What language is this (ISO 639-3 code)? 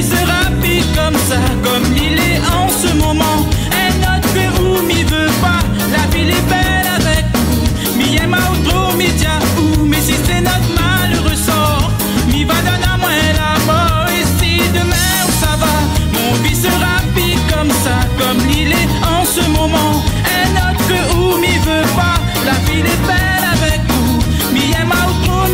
rcf